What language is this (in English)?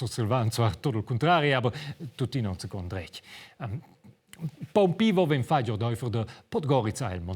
Romansh